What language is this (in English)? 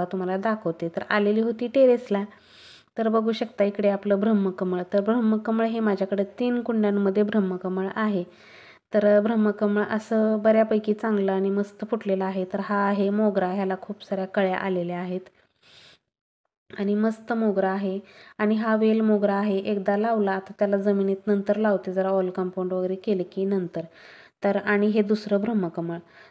Marathi